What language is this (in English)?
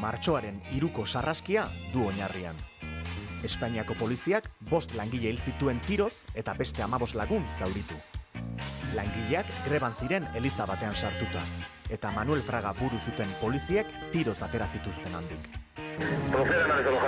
Basque